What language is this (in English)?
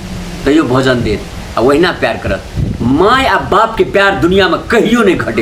Maithili